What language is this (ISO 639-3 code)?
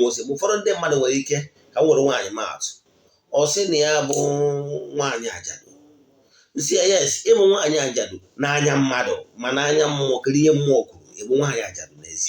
ibo